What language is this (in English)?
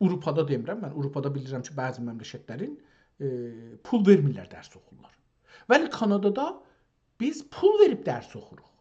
South Azerbaijani